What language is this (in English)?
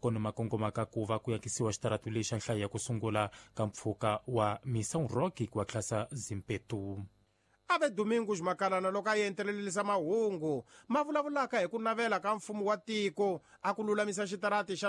Tsonga